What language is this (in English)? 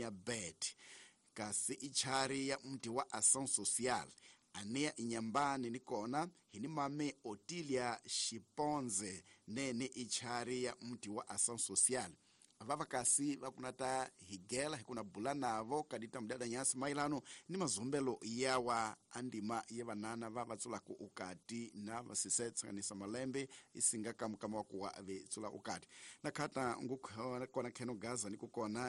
Tsonga